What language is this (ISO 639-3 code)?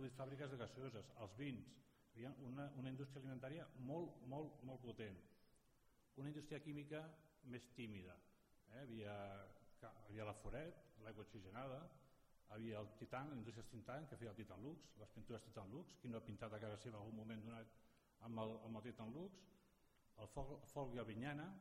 cat